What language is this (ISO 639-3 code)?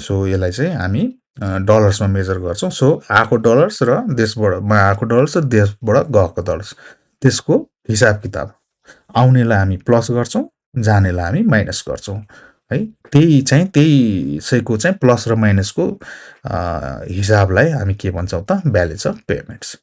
nep